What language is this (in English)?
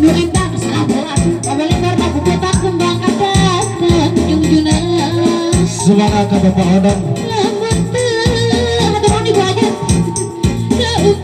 Sundanese